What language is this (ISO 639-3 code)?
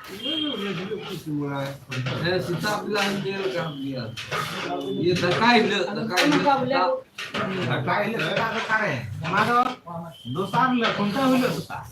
sat